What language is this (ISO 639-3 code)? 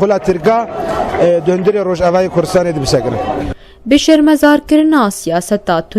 kur